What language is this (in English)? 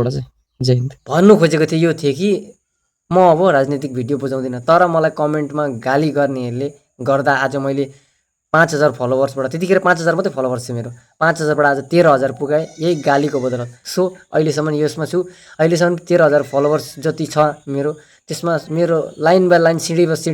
Nepali